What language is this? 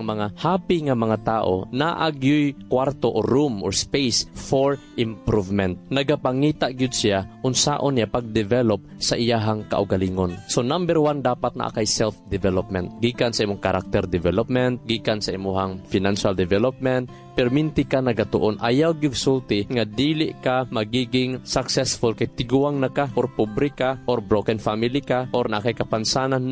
Cebuano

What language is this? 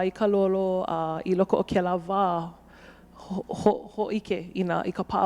Hawaiian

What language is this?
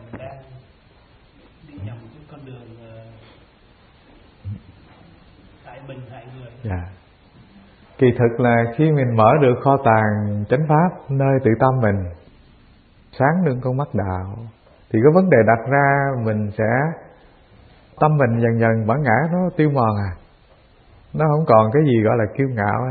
Vietnamese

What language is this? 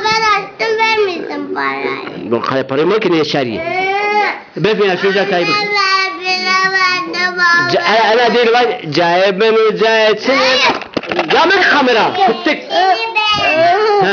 Zaza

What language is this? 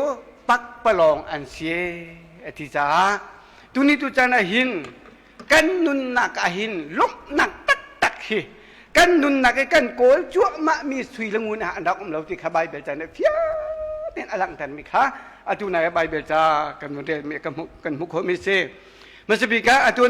Hakha Chin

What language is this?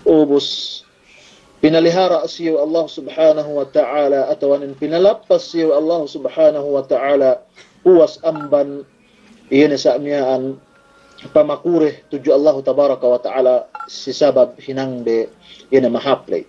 Yakan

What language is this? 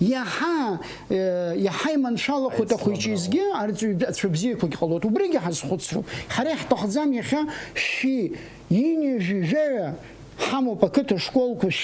Abkhazian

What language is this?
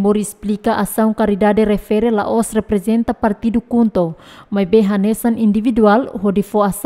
Tetum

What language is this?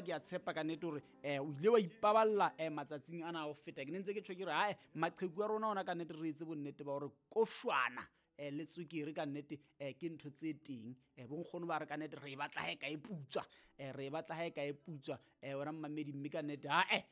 Southern Sotho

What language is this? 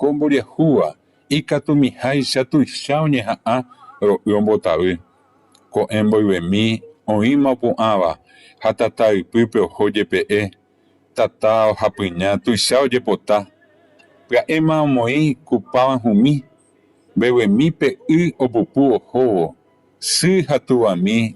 Guarani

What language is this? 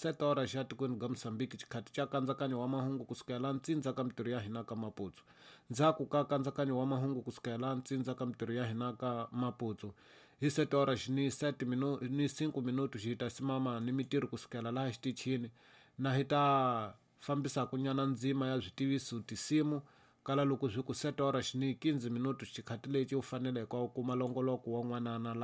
Tsonga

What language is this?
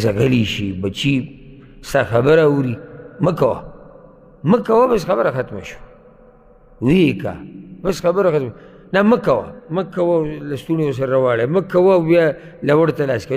Pashto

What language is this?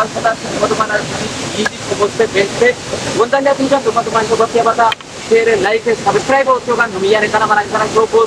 Wolaytta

